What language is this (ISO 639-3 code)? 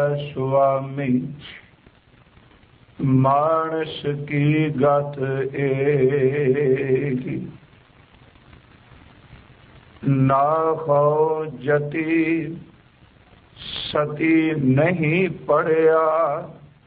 pan